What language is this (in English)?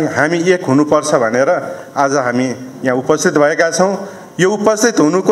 Nepali